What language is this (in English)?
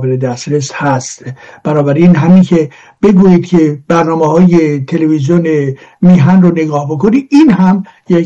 Persian